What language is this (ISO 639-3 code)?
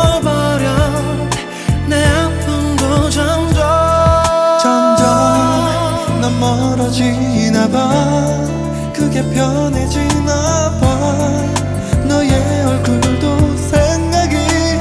kor